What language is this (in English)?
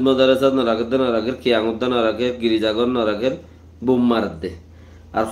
Rohingya